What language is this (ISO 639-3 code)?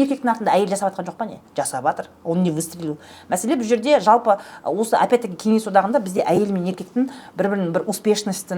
kaz